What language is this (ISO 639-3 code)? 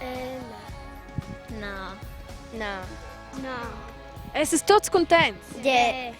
roh